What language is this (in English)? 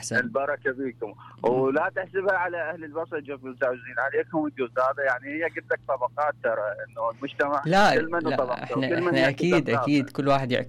Mesopotamian Arabic